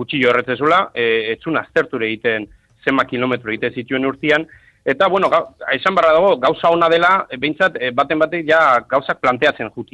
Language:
Basque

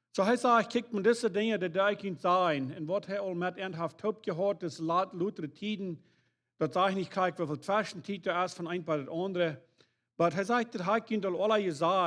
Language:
Plautdietsch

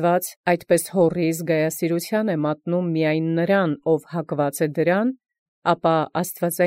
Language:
Armenian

